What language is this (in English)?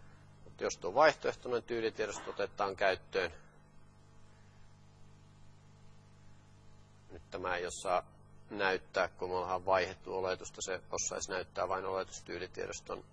Finnish